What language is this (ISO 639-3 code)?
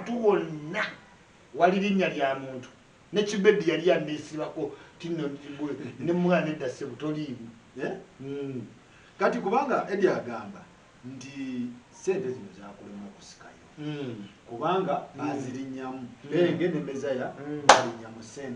lug